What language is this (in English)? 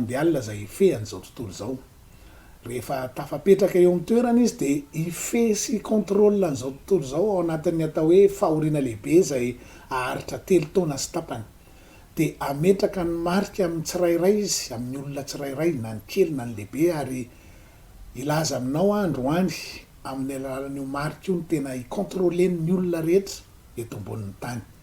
Malagasy